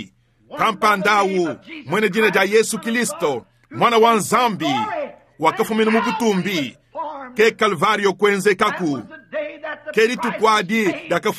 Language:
Luba-Lulua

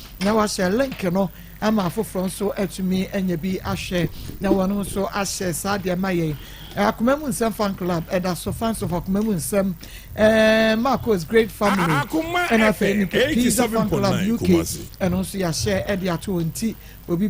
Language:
Akan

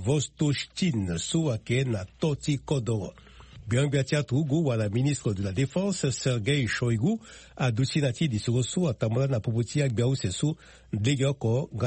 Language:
Sango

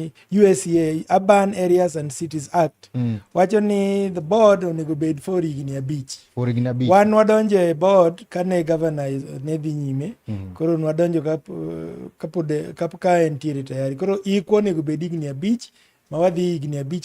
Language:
Luo (Kenya and Tanzania)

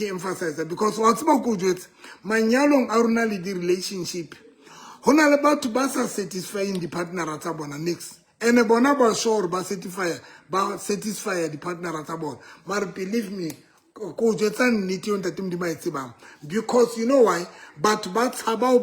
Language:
Southern Sotho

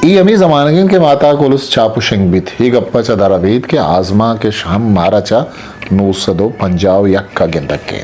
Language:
Eastern Balochi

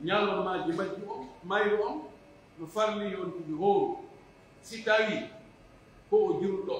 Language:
Pular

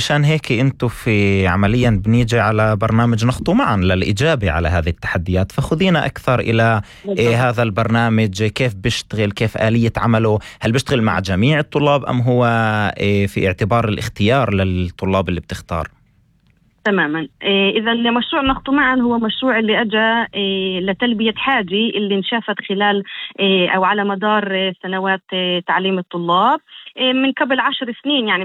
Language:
North Levantine Arabic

